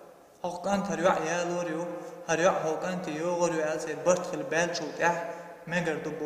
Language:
Chechen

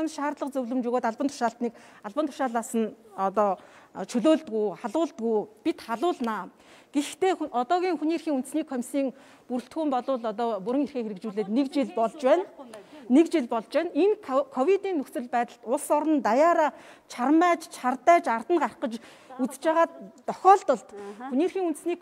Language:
Mongolian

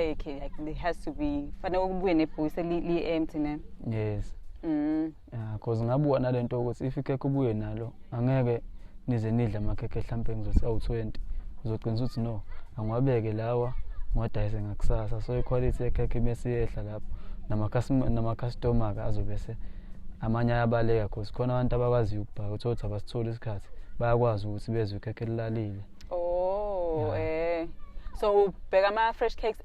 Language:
Zulu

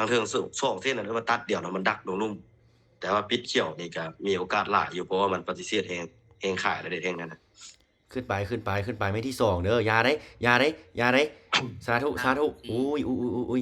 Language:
Lao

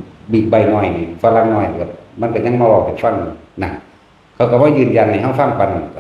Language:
Northeastern Thai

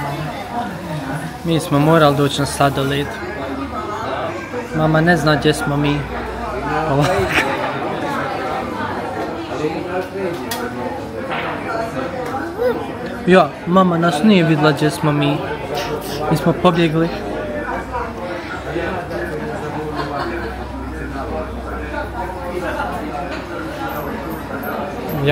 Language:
Croatian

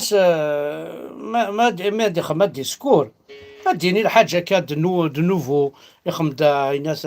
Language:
Kabyle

